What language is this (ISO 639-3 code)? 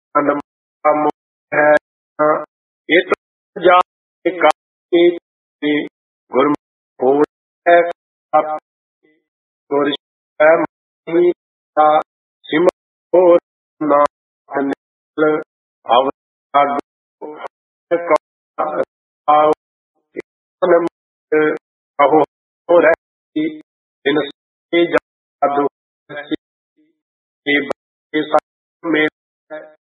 pan